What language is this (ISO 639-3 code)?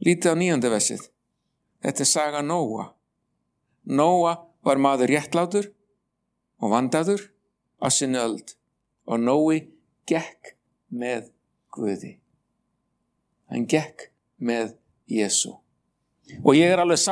isl